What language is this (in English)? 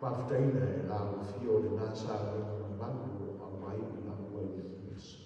Samoan